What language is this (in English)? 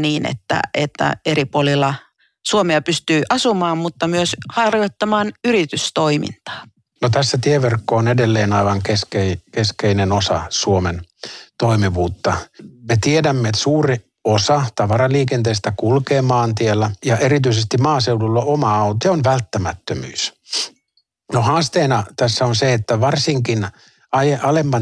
Finnish